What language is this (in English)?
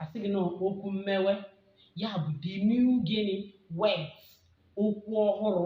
Igbo